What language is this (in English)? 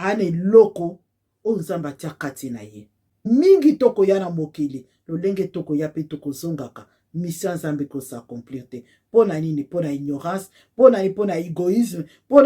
Lingala